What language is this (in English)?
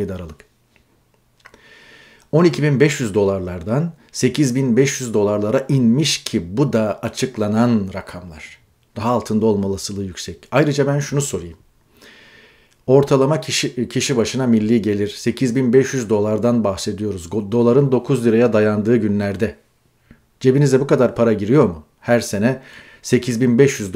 Turkish